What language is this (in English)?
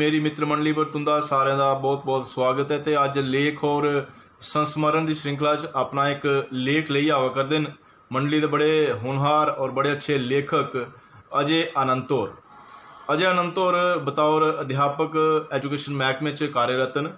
Dogri